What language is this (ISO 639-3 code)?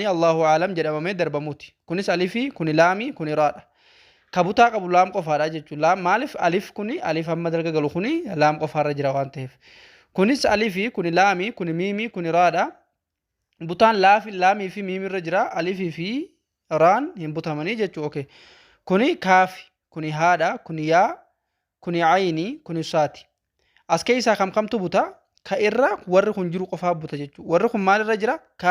orm